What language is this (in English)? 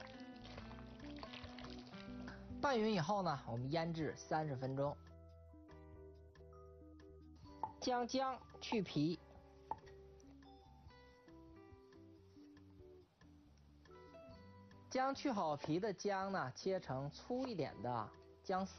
Chinese